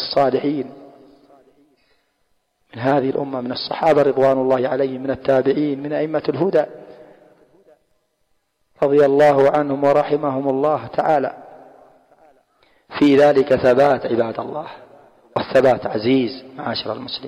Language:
Arabic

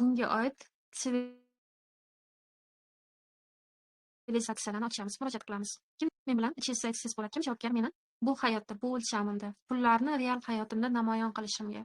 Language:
Uzbek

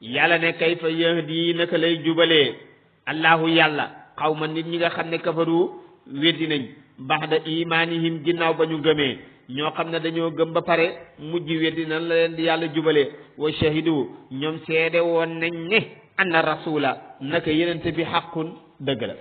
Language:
Wolof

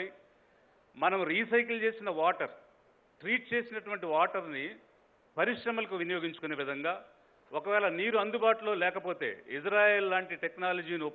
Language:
Telugu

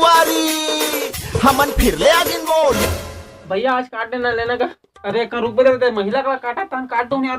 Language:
Chhattisgarhi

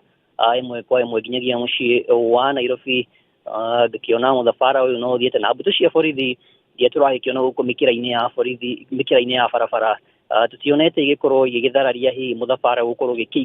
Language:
Kikuyu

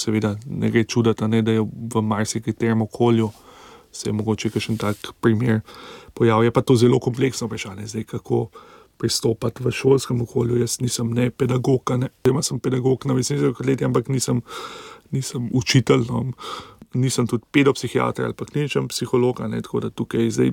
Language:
Slovenian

